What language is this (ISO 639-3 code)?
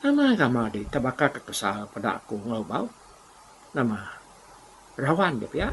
iba